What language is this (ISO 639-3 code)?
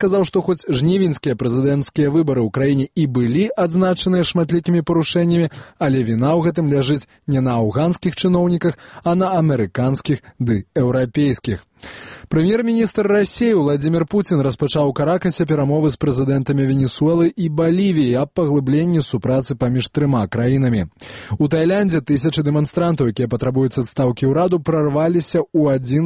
bel